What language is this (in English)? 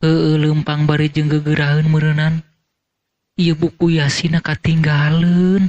Sundanese